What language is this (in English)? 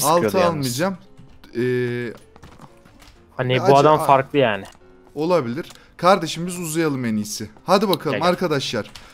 Turkish